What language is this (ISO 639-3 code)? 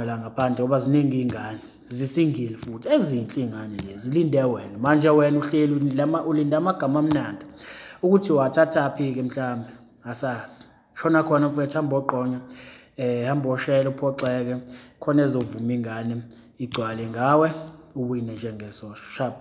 zul